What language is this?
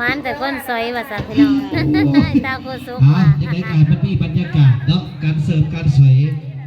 Lao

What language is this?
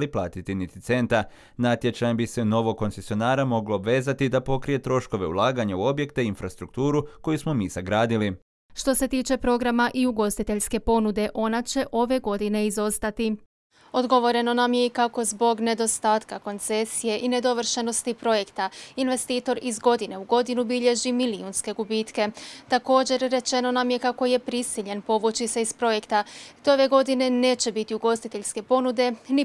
Croatian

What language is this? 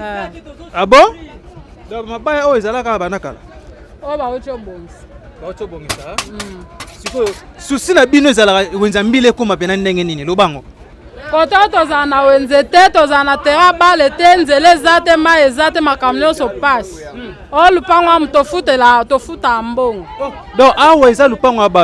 Lingala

